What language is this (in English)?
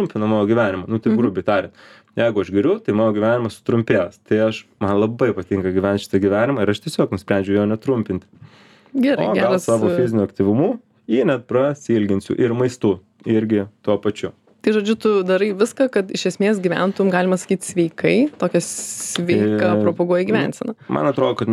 Lithuanian